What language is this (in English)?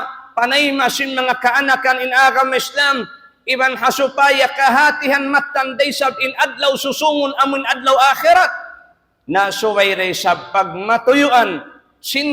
Tausug